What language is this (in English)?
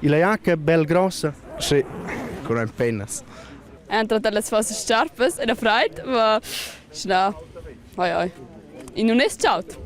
Romansh